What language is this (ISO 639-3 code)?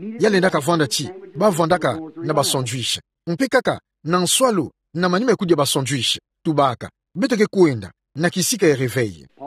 ktu